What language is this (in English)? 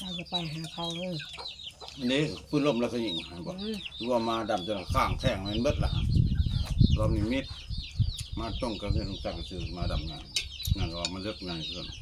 Lao